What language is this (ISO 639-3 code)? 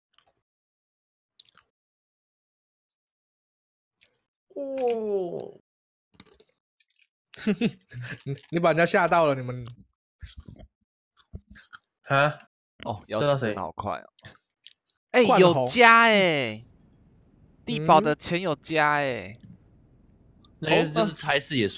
zho